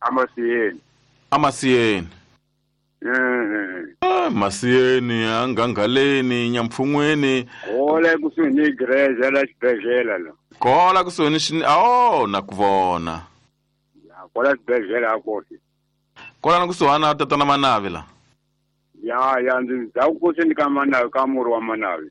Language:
Tsonga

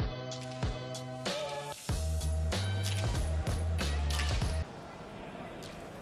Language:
Basque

